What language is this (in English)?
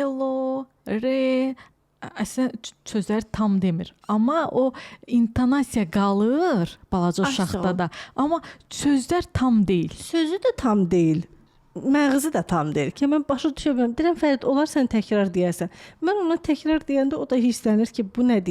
Azerbaijani